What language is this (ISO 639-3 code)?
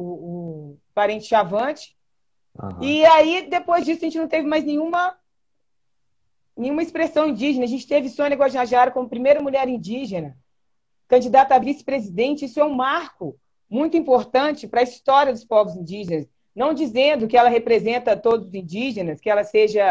por